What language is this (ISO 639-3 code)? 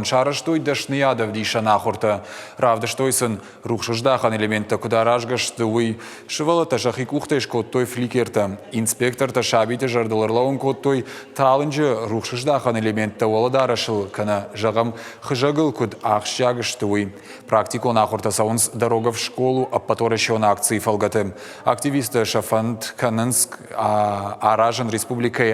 oss